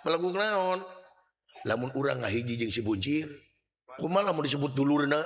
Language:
Sundanese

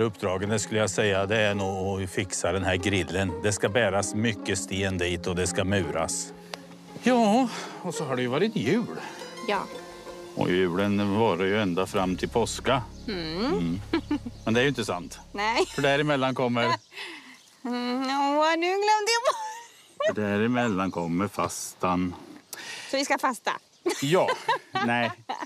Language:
Swedish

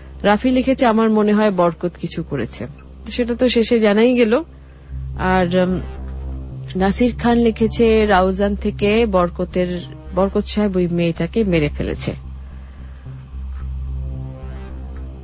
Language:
Bangla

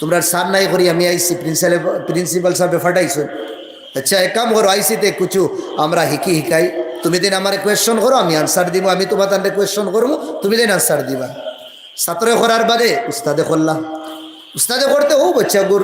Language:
Sylheti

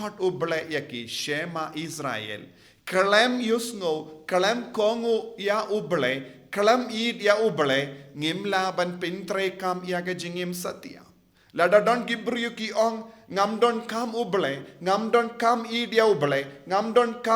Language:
Khasi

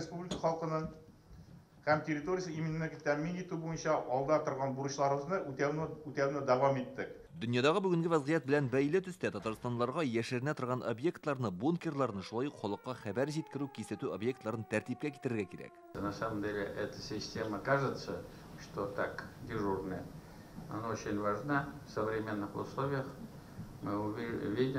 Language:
Tatar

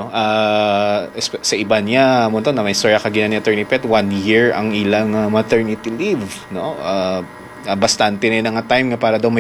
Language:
Hiligaynon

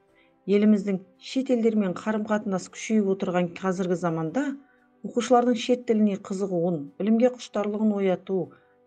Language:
Kazakh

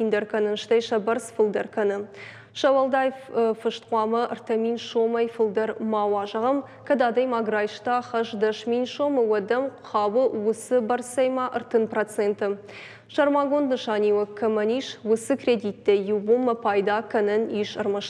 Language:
Ossetic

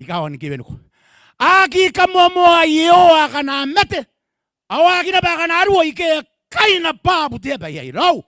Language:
Gilbertese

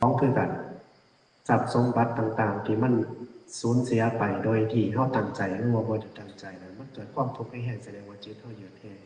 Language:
Lao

